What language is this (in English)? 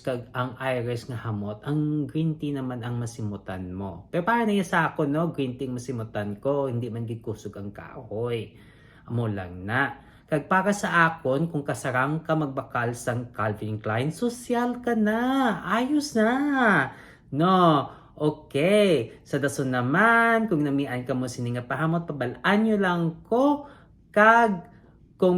Hiligaynon